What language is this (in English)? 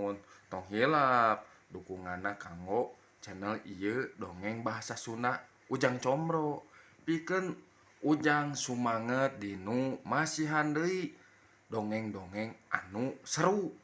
Sundanese